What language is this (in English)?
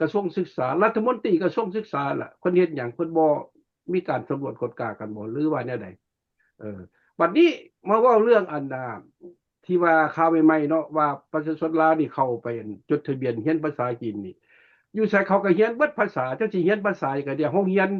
Lao